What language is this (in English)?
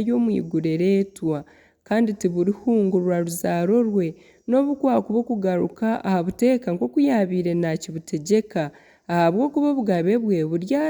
Nyankole